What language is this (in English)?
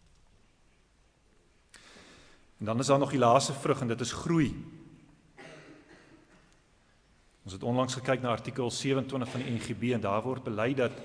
Afrikaans